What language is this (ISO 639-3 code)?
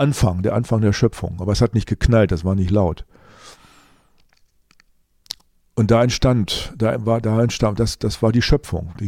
deu